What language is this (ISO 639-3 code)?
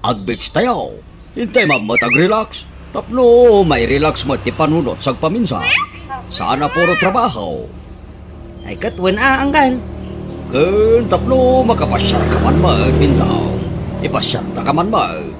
ilo